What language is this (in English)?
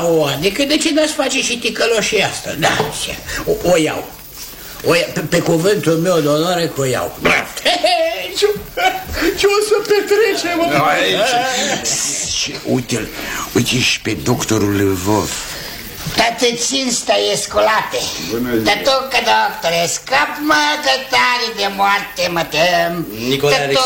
Romanian